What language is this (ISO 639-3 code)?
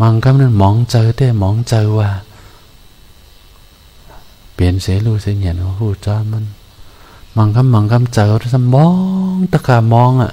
shn